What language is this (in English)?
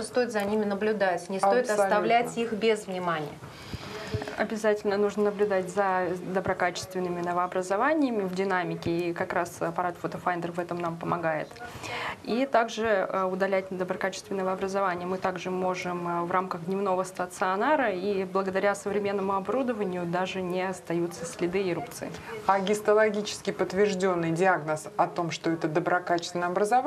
Russian